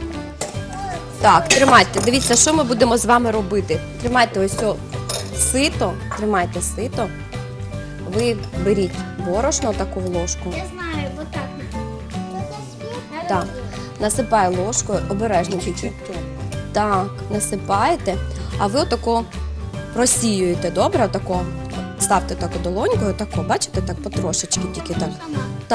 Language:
Ukrainian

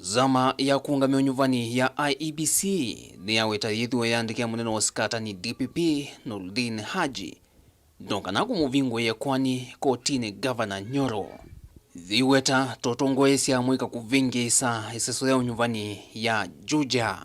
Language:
Kamba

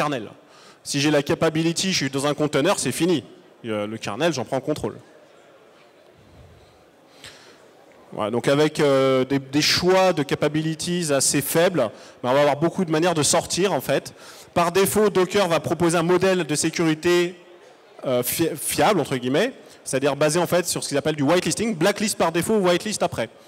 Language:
French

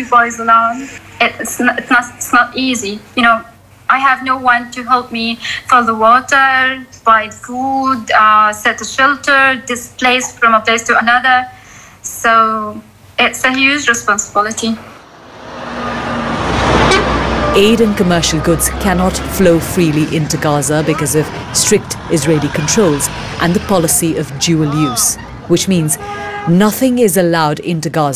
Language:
English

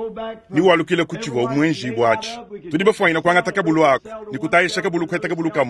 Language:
Luba-Lulua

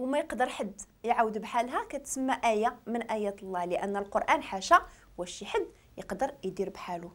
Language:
Moroccan Arabic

